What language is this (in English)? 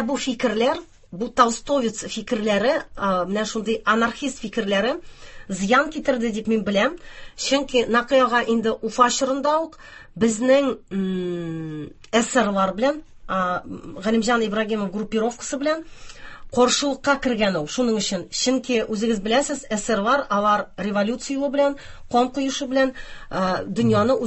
Tatar